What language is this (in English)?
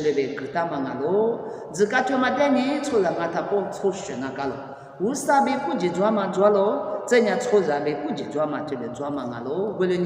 Lisu